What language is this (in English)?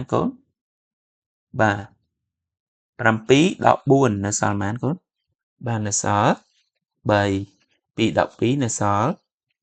Khmer